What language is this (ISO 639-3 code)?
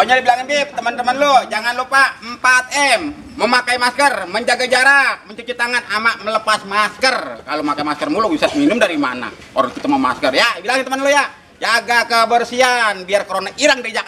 bew